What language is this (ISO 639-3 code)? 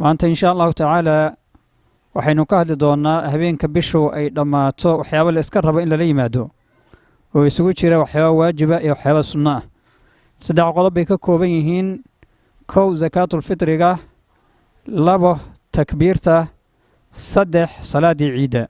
som